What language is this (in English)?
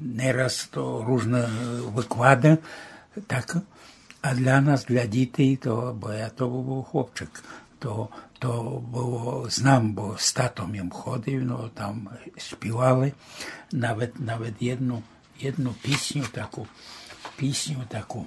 Rusyn